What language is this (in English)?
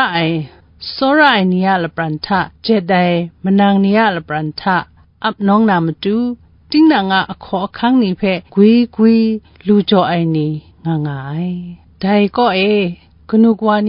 Kachin